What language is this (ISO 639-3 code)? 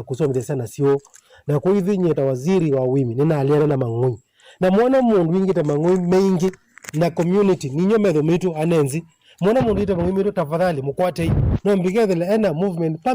kam